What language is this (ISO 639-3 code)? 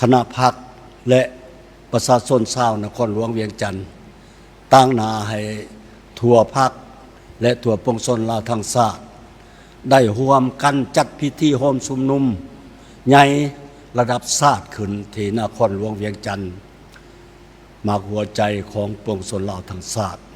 lao